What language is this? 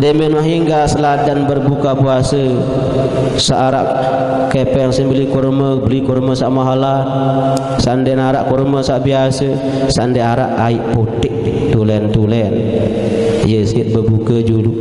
Sasak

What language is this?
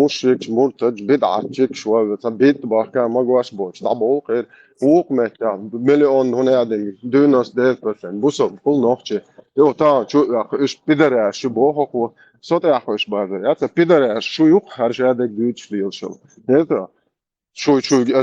Chechen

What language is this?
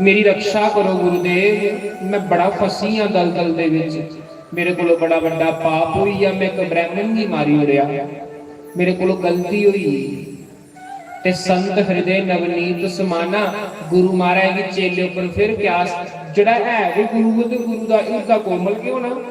Dogri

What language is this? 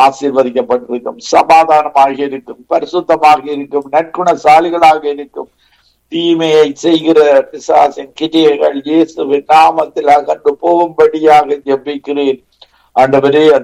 Tamil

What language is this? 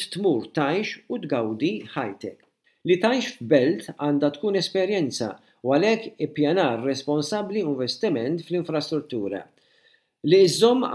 Maltese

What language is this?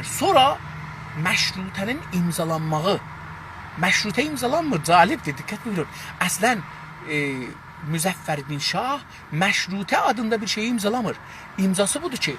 South Azerbaijani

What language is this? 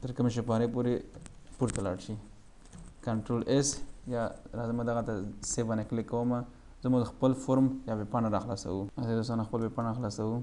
Pashto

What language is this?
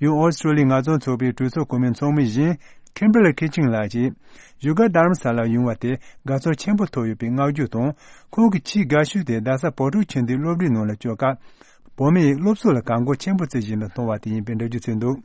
Tibetan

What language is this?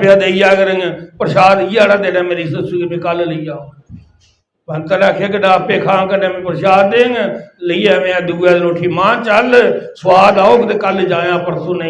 Dogri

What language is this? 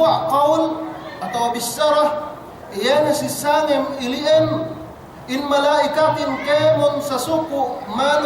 Yakan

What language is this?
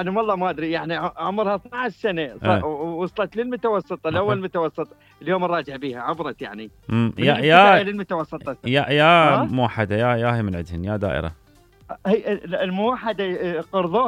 Mesopotamian Arabic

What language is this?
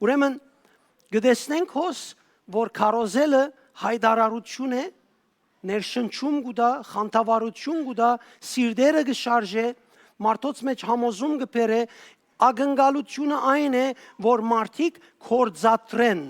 Western Armenian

